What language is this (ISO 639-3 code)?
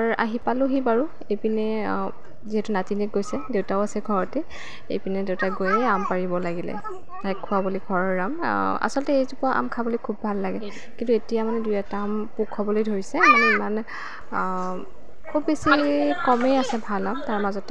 asm